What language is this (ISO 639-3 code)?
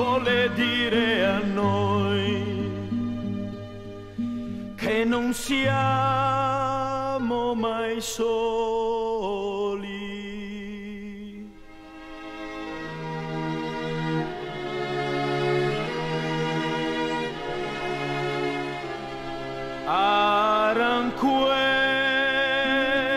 ita